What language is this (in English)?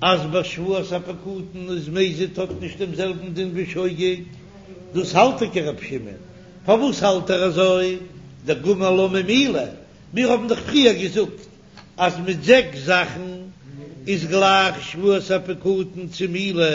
Yiddish